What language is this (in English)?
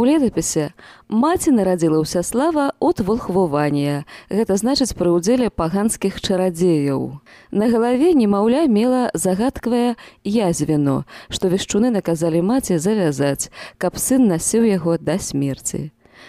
Belarusian